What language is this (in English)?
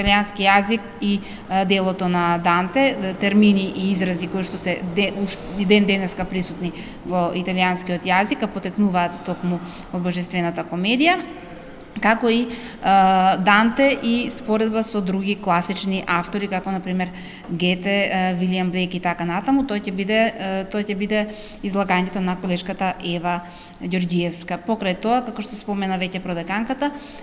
Macedonian